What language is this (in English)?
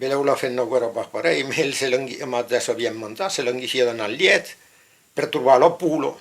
Occitan